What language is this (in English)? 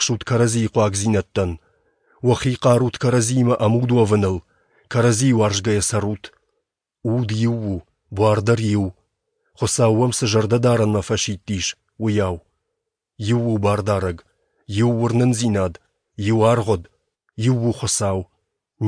Ossetic